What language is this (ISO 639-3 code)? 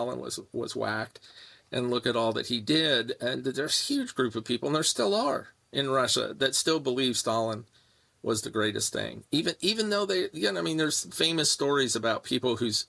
eng